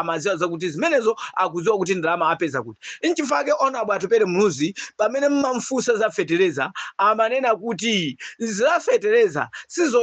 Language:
Nyanja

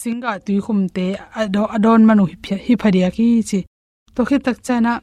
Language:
Tedim Chin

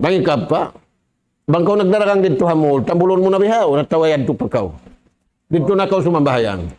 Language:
Tausug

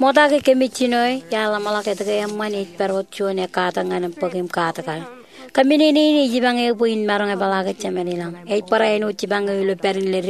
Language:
Marshallese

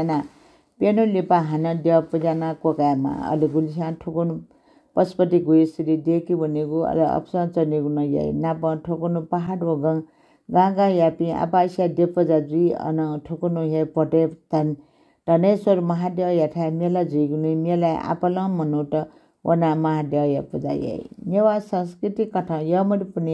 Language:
Newari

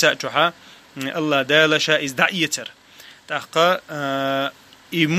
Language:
Chechen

